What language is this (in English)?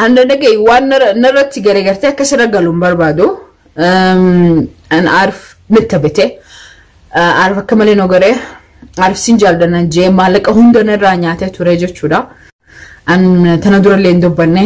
Oromo